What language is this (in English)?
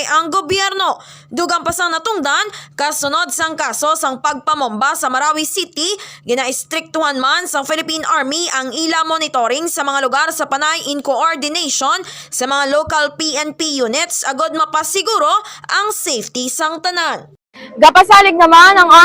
Hiligaynon